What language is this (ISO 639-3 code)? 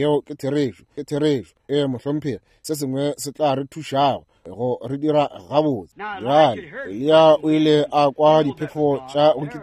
nso